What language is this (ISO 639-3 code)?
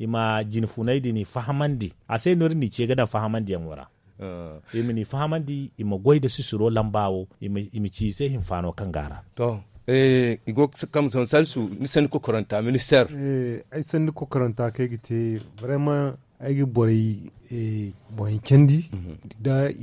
dje